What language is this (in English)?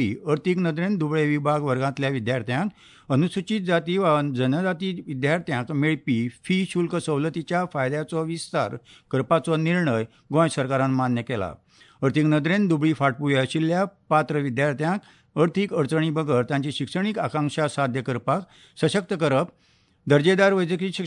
Konkani